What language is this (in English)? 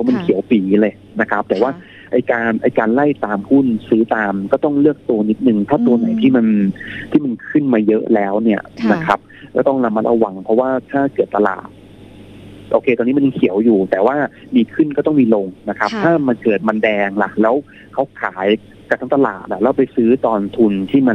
Thai